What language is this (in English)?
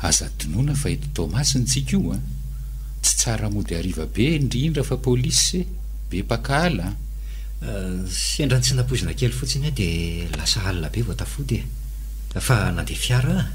Malagasy